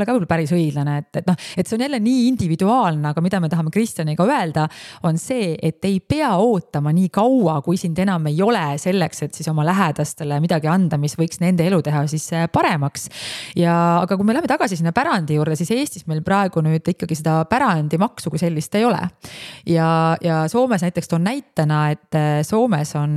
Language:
Estonian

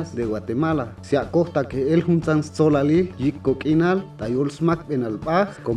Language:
Chuj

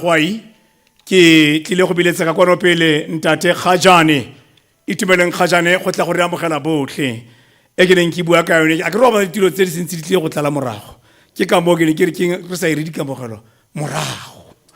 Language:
Tswana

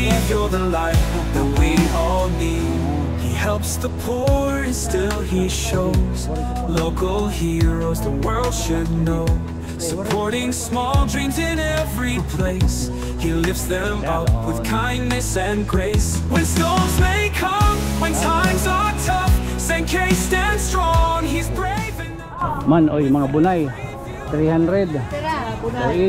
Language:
Waray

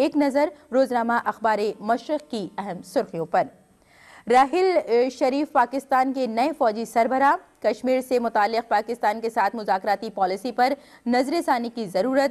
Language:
Urdu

